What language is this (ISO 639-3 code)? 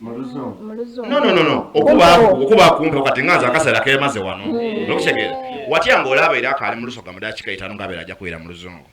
xog